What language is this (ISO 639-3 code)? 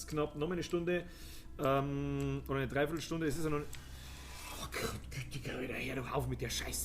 bar